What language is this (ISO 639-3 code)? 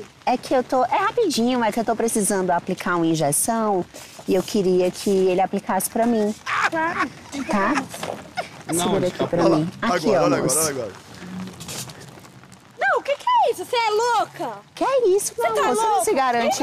por